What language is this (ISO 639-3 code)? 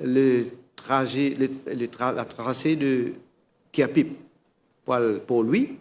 mfe